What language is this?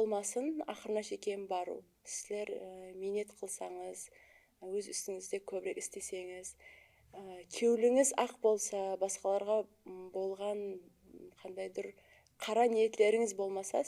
Kara-Kalpak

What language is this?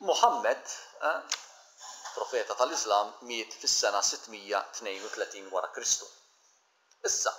Maltese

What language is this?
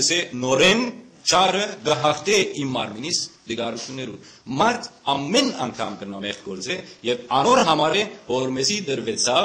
Western Armenian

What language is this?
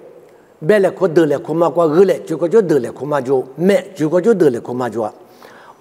Lisu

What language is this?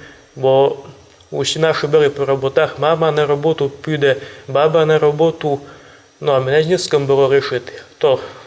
Rusyn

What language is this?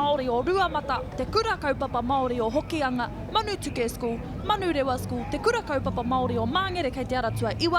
Māori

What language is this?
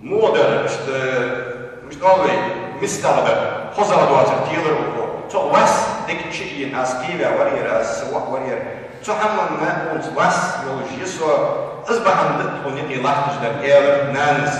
Ingush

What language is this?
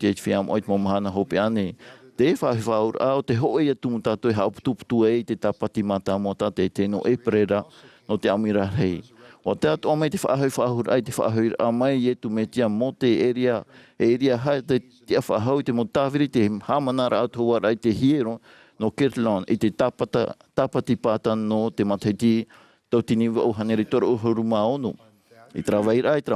Tahitian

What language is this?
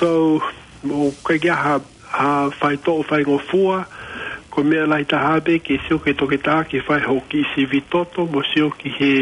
Tongan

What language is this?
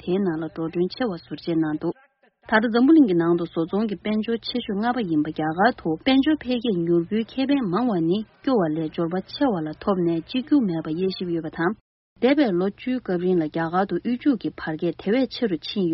Tibetan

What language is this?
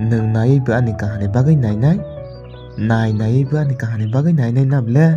Kok Borok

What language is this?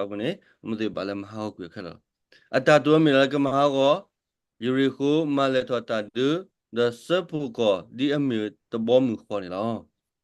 S'gaw Karen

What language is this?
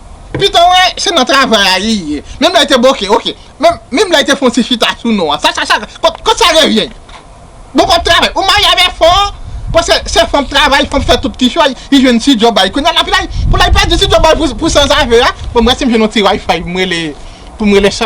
Haitian Creole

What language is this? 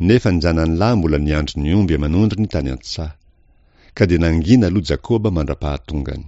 Malagasy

